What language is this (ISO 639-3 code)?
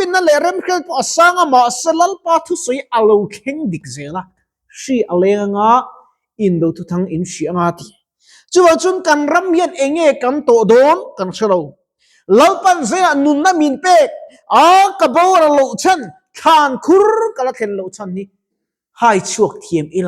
lus